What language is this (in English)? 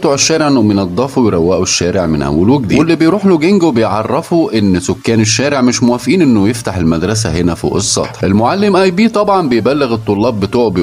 Egyptian Arabic